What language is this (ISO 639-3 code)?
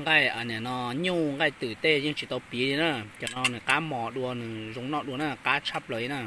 hmn